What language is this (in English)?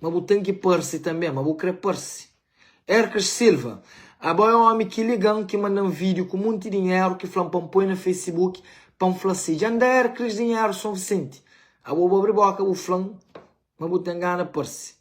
Kabuverdianu